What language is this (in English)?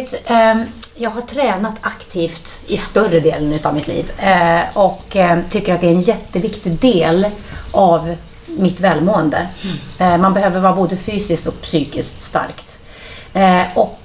Swedish